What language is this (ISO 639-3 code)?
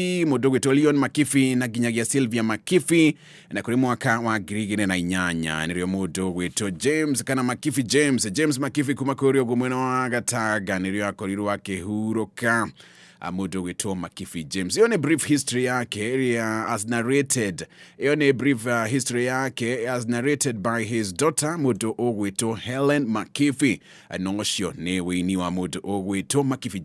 kik